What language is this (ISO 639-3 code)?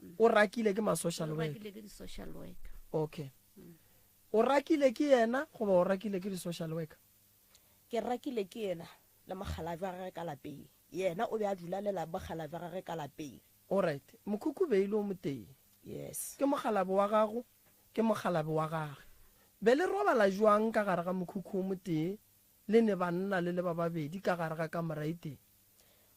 nso